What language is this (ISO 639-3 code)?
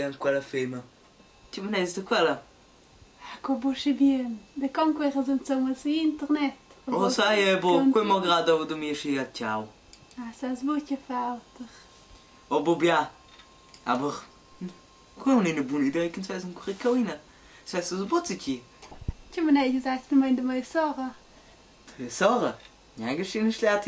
roh